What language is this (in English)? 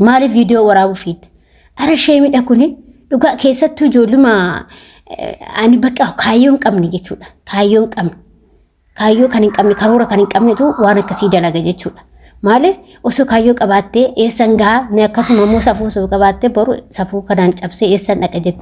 Oromo